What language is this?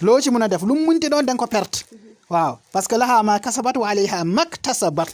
Wolof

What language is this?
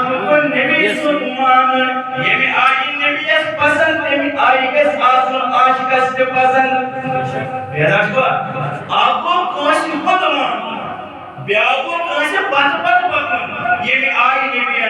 Kashmiri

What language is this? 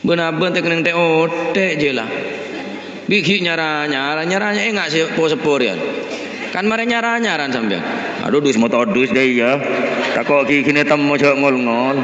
Madurese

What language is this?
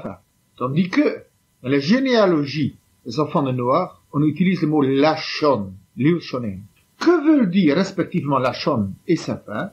French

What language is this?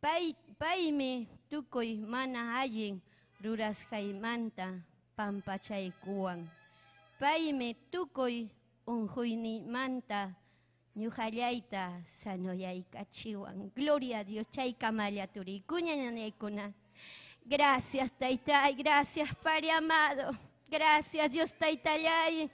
Ayacucho Quechua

